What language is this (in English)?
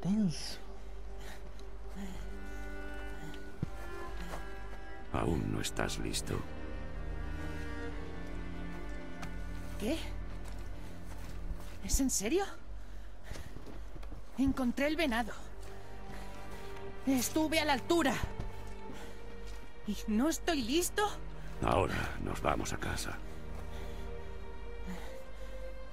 Spanish